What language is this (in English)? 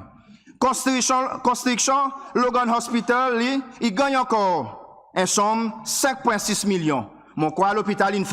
Seselwa Creole French